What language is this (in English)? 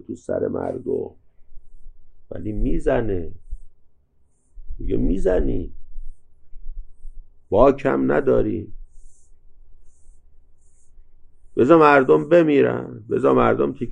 Persian